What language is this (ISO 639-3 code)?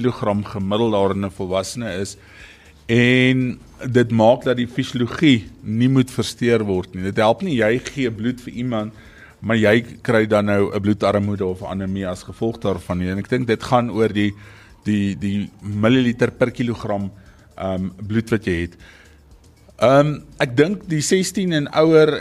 afr